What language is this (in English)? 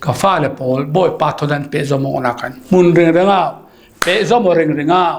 Falam Chin